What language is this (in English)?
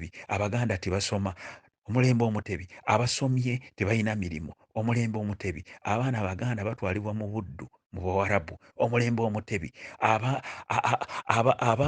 Ganda